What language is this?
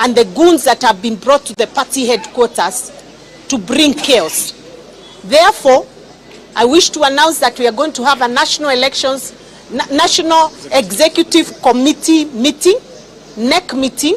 Gusii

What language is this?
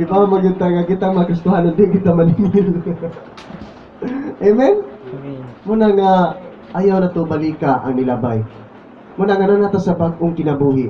Cebuano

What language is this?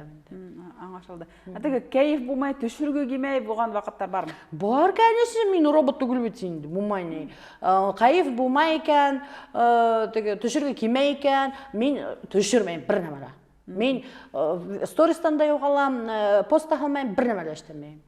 Bashkir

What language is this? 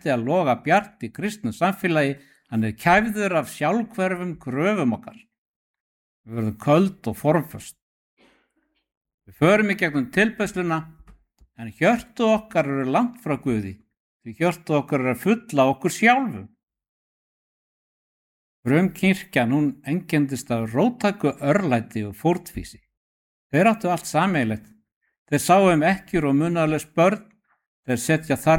Icelandic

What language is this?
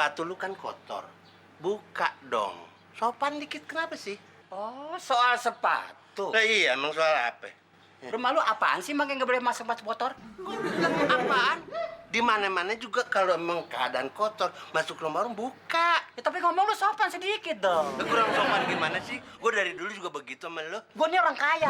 Betawi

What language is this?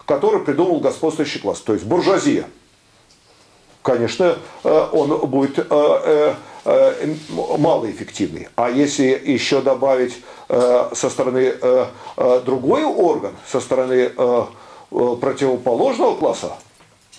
Russian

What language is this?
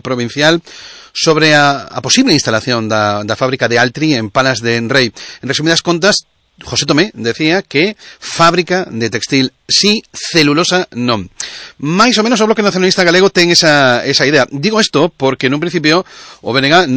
Galician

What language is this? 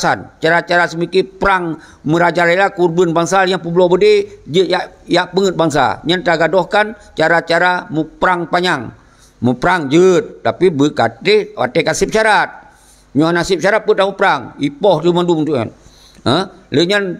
Achinese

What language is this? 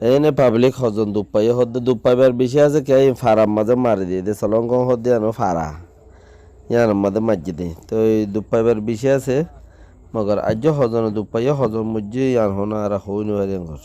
Rohingya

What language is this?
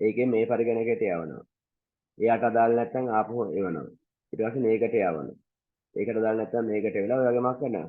Sinhala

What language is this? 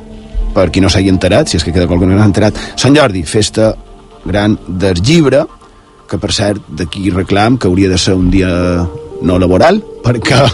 Catalan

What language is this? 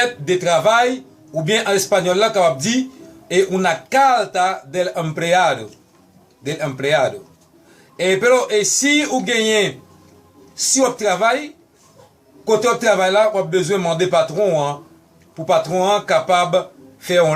Haitian Creole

